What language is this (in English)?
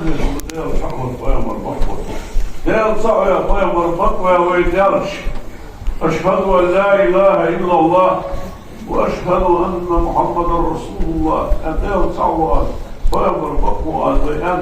Ingush